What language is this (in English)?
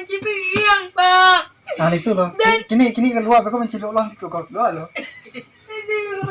Minangkabau